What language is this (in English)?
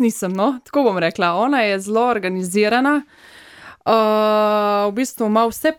Slovenian